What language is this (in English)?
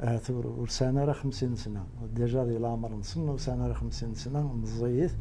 Kabyle